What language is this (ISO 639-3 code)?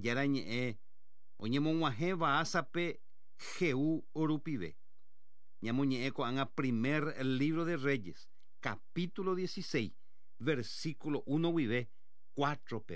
grn